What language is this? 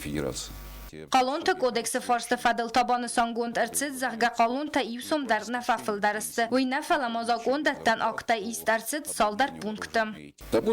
Ossetic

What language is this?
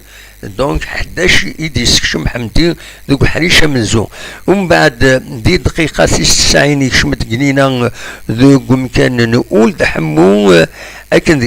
Kabyle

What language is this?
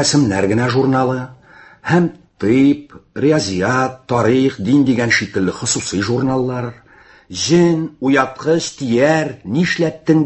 Tatar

